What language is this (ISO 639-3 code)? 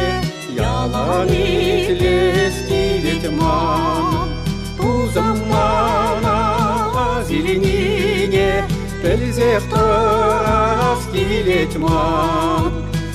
chv